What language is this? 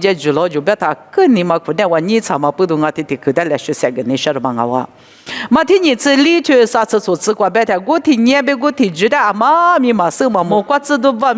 Lisu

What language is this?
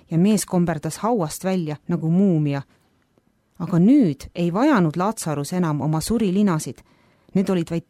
Estonian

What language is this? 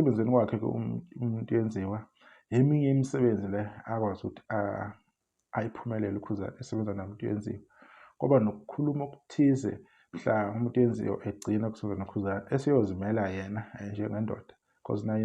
Zulu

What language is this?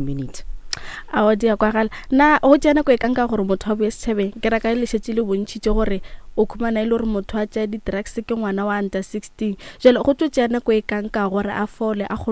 Northern Sotho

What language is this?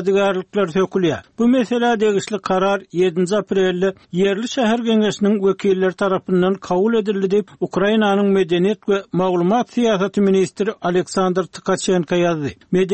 Turkmen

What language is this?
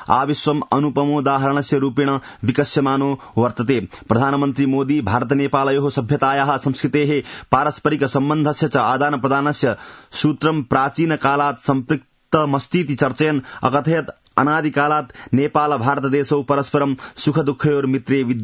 Sanskrit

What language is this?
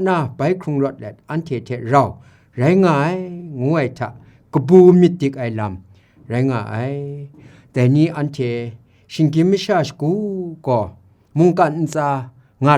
Kachin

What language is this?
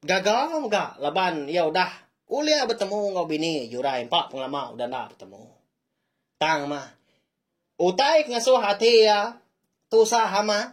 Iban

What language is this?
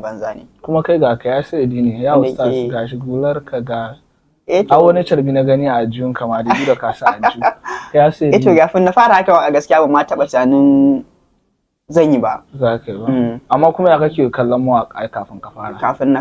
Hausa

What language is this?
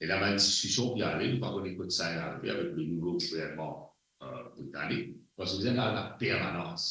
Morisyen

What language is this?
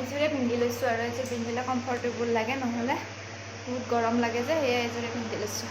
Assamese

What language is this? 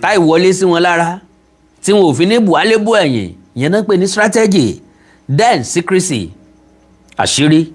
Yoruba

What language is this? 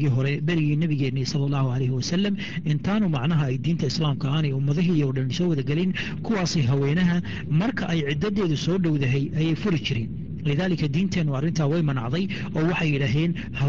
Somali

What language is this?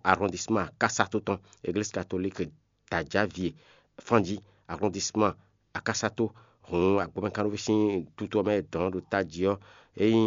Fon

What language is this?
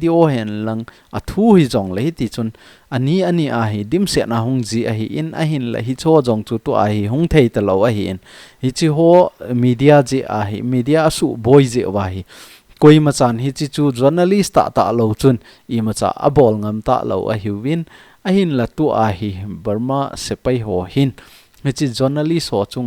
Thado Chin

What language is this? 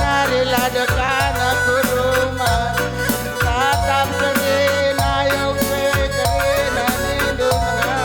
Batak Karo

